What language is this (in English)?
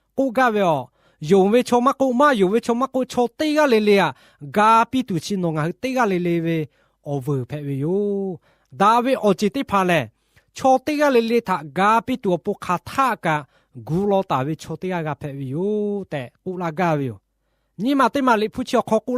Lahu